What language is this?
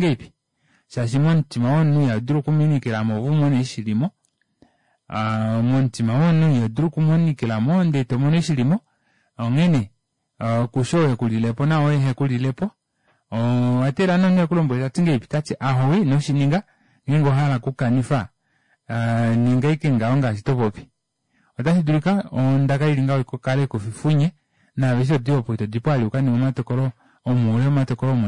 Kuanyama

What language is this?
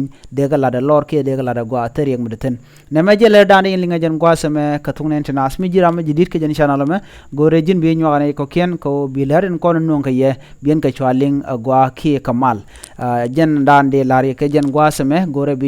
Nuer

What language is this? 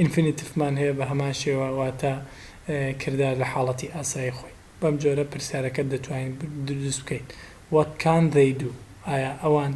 Central Kurdish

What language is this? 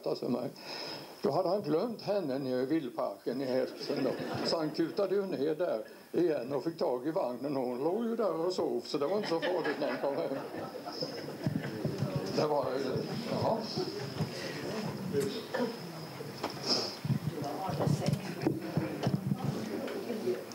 Swedish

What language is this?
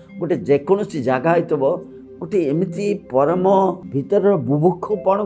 Odia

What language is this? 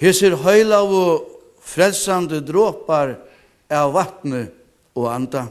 Faroese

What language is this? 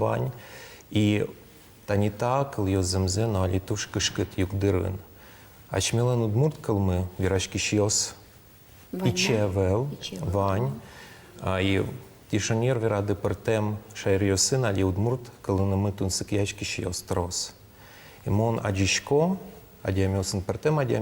Udmurt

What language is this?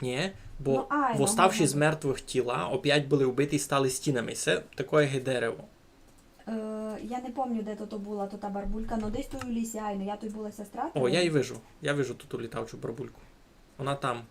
Rusyn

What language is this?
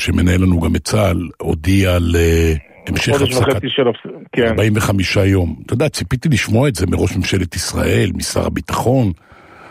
Hebrew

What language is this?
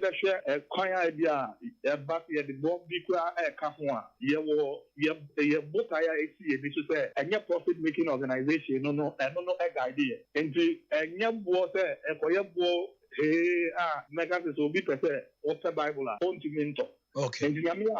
Akan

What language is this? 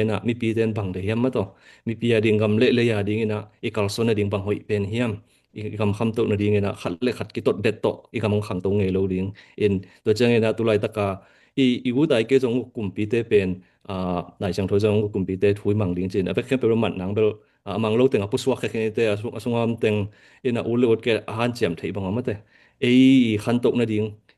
Tedim Chin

